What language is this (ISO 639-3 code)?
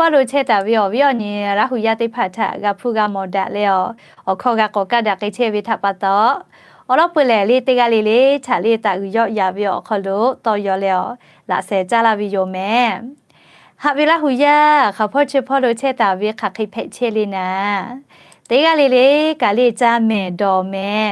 lhu